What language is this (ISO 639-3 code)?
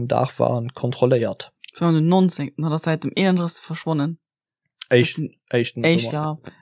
ltz